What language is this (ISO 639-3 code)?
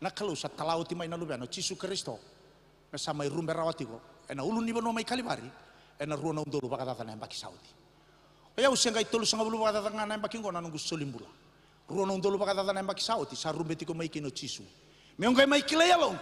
fij